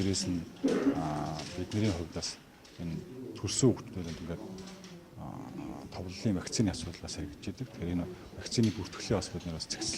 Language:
Mongolian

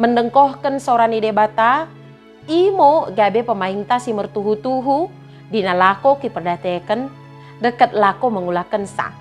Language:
Batak Dairi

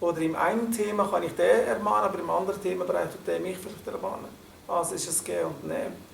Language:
Swiss German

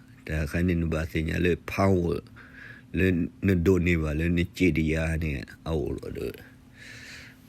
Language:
S'gaw Karen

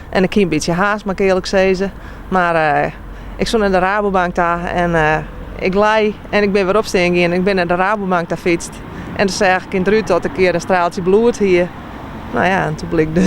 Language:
Western Frisian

